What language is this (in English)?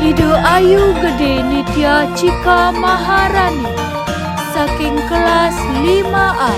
Balinese